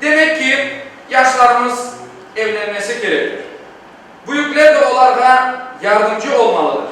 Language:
Crimean Tatar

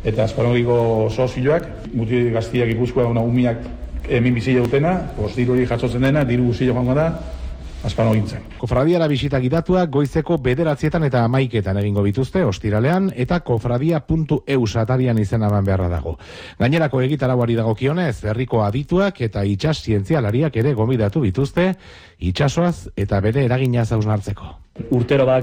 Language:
Basque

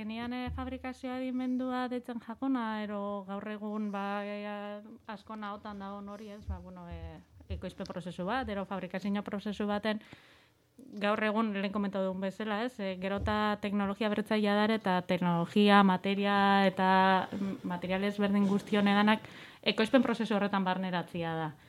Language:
Basque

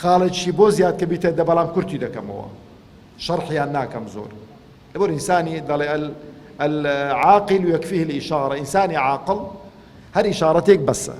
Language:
Central Kurdish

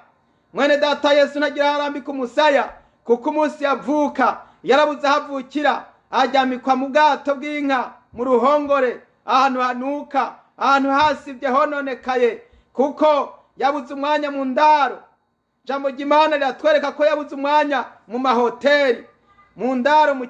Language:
Rundi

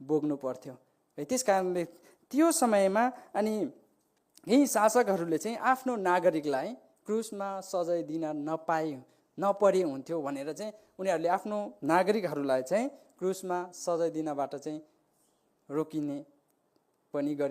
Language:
Nepali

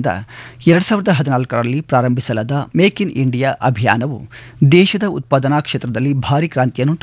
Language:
Kannada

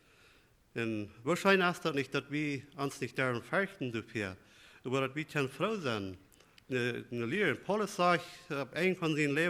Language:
Plautdietsch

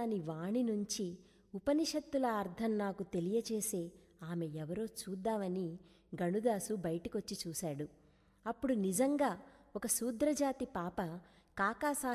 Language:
Telugu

